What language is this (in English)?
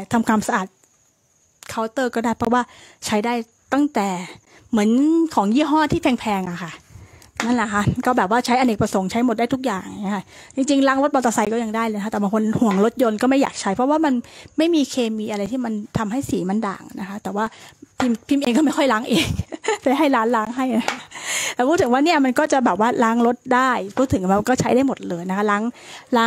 Thai